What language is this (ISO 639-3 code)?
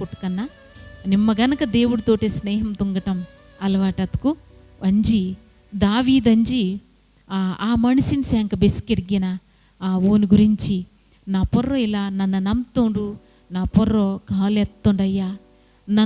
kff